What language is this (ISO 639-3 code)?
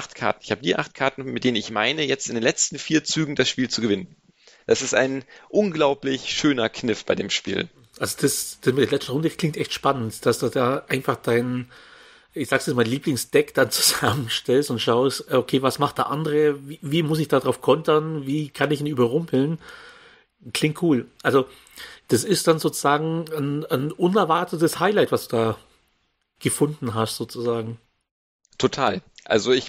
deu